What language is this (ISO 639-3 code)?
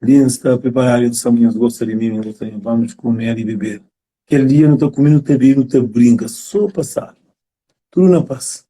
kea